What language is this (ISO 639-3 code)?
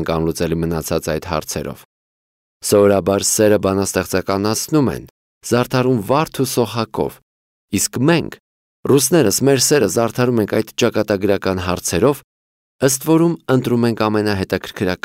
hye